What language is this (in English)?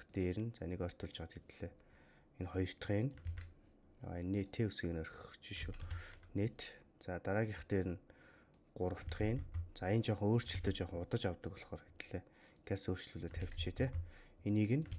Mongolian